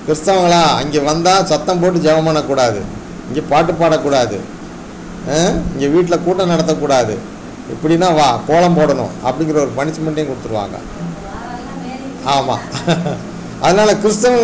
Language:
Tamil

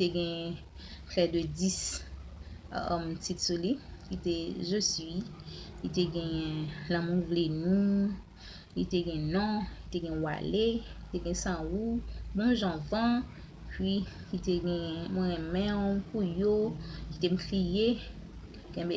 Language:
Haitian Creole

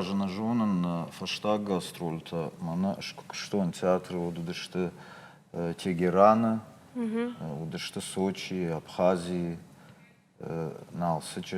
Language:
Ossetic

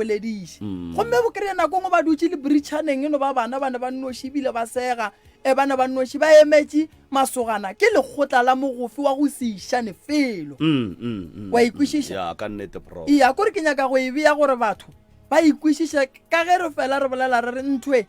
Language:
Northern Sotho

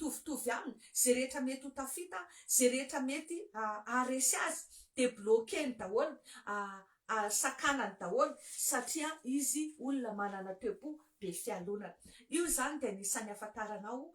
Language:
Malagasy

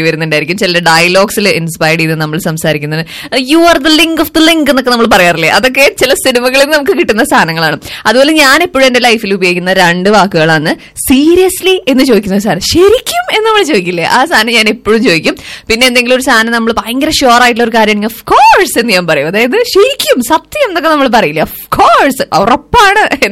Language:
Malayalam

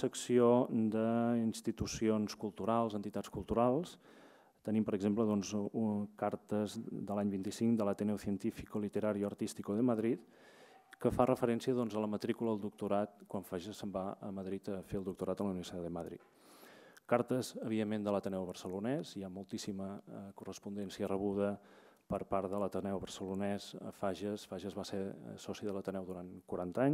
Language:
Catalan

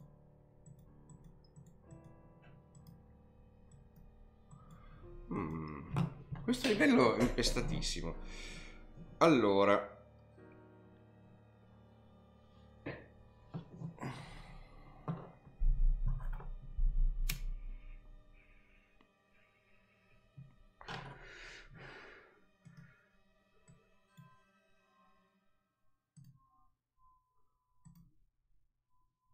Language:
Italian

